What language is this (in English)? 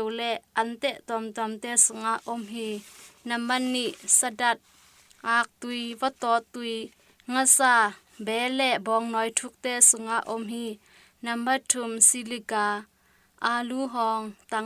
Tedim Chin